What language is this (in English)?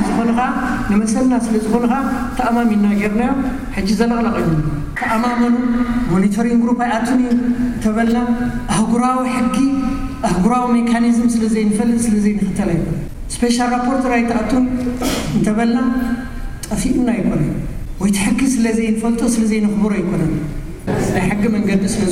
Tigrinya